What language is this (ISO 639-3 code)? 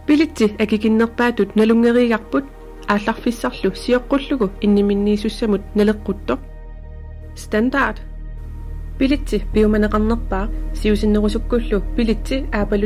kal